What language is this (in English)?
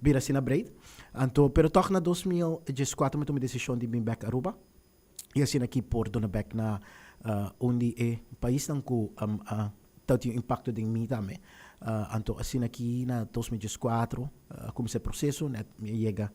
Papiamento